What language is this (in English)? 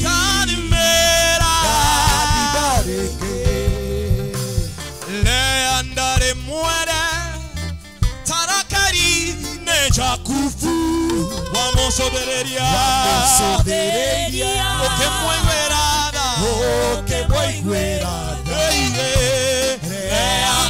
Kikuyu